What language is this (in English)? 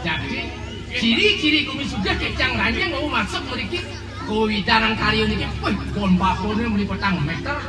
Balinese